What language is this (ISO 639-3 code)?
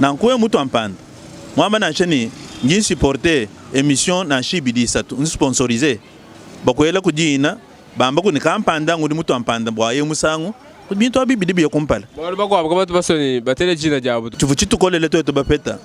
lua